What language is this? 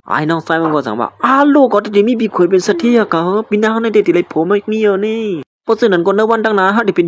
Shan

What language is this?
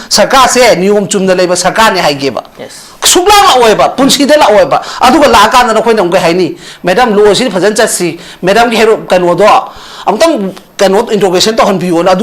Manipuri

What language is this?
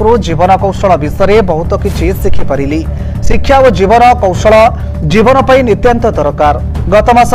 Odia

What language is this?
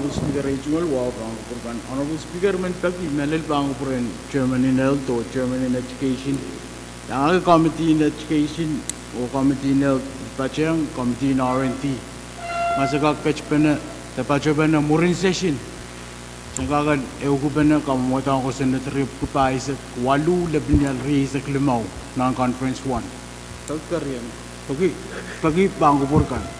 Pohnpeian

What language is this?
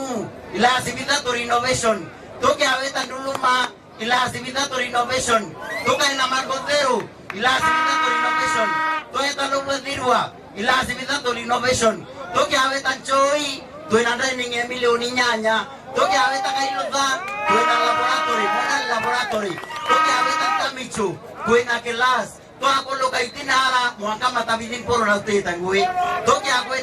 Meru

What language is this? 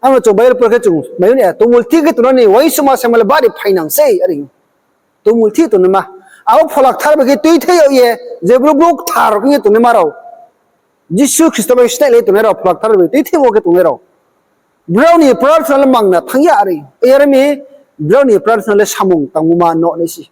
Riang (India)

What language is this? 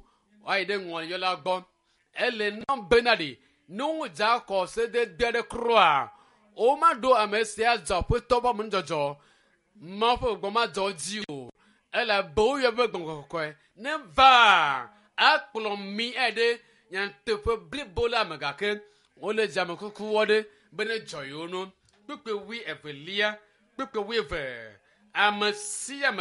Ewe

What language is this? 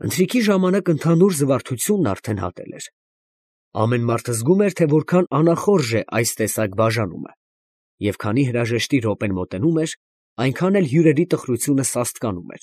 Armenian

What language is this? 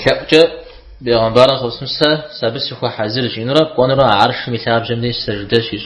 Kabardian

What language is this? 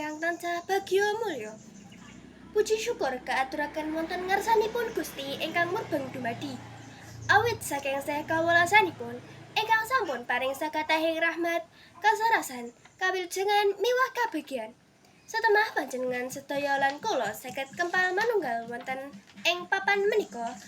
Javanese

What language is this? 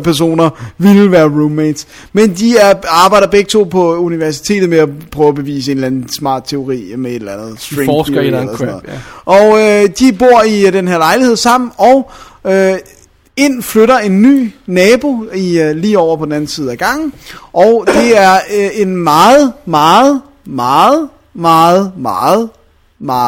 Danish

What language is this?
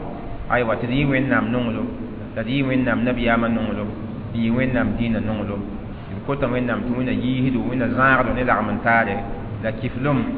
Mossi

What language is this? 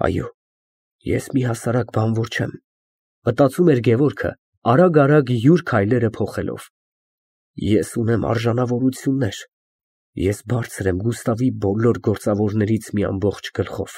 Armenian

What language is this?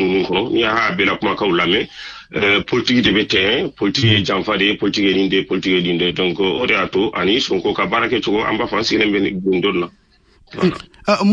Bambara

